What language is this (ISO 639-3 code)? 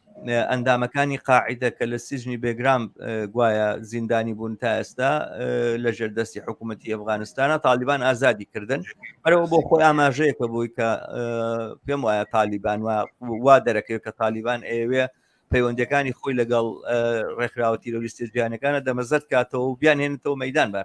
ckb